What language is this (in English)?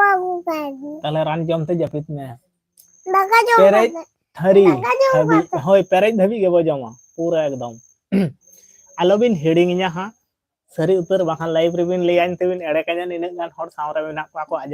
Santali